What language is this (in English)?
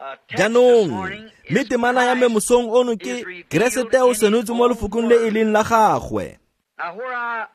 Tswana